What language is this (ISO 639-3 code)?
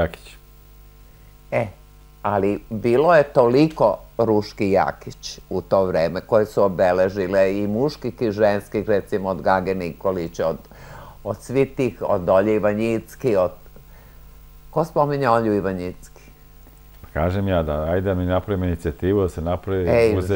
srp